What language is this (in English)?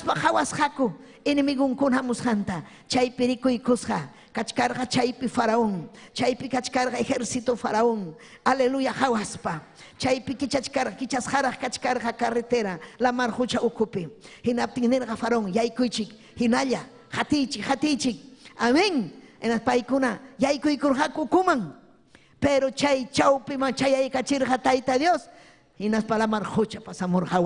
Ayacucho Quechua